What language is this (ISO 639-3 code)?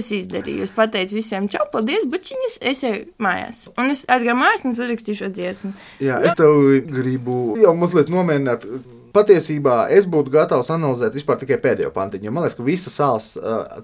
lav